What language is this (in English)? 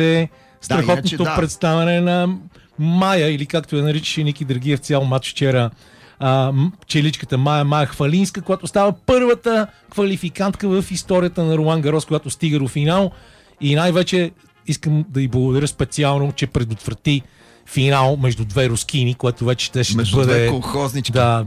Bulgarian